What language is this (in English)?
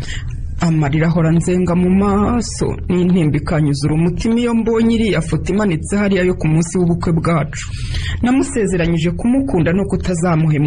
Kinyarwanda